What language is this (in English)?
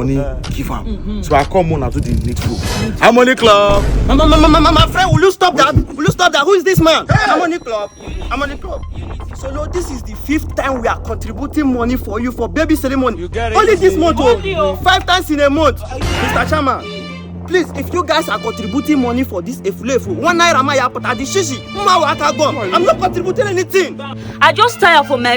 Nigerian Pidgin